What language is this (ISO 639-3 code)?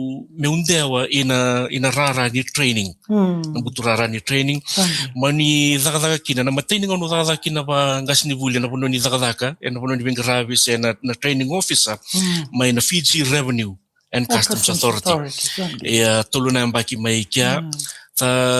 fij